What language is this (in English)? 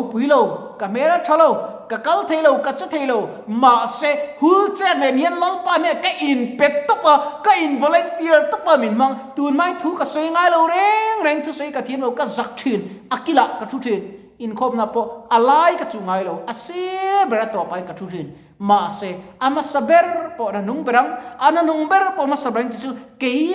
Mizo